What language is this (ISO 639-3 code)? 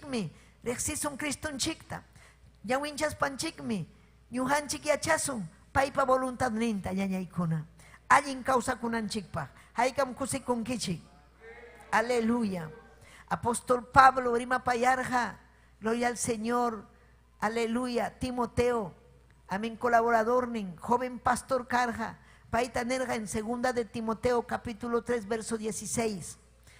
quy